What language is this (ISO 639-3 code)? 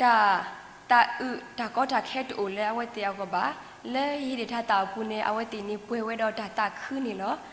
ksw